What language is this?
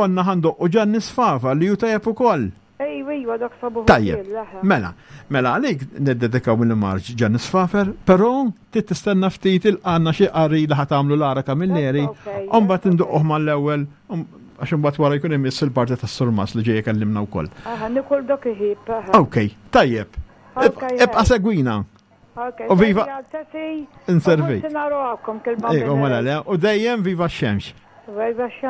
Maltese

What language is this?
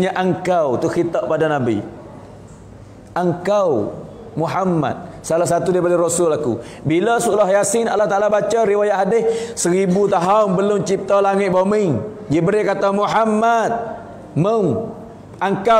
Malay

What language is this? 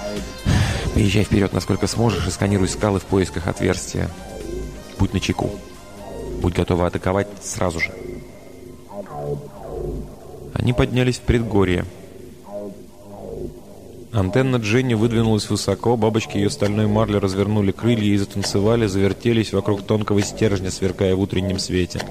Russian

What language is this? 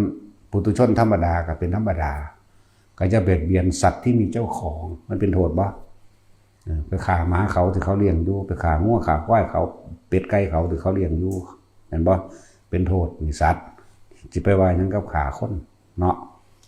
Lao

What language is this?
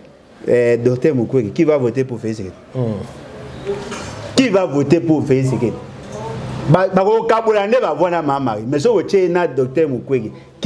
Lingala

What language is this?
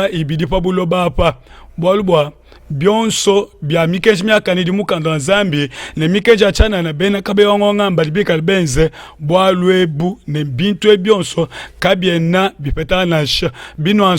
Luba-Lulua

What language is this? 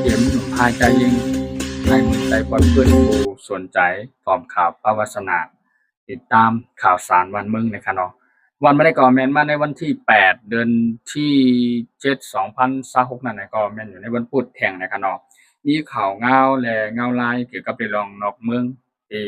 Shan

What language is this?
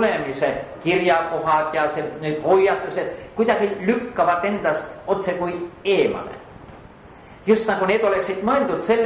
Estonian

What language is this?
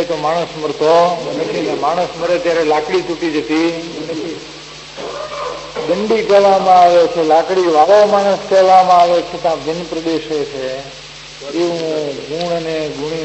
Gujarati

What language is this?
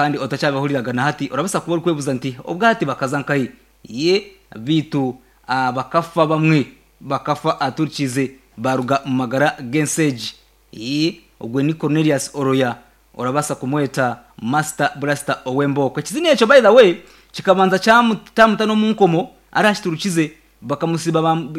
Nyankole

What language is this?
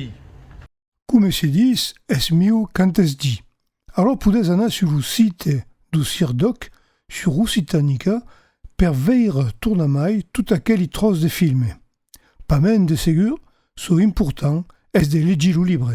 Occitan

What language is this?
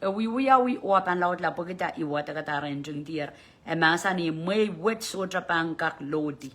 Pohnpeian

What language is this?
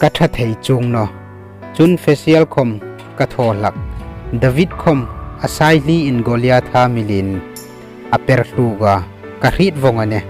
Hmar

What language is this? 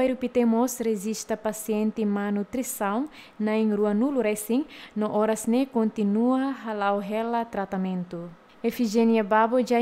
Tetum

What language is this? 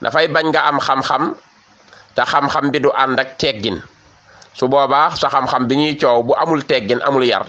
Wolof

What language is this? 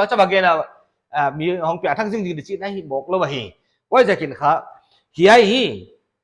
Paite Chin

